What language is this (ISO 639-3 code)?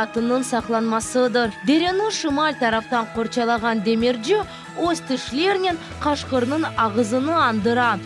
crh